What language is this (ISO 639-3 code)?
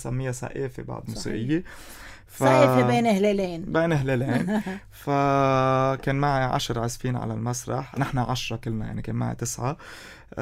apc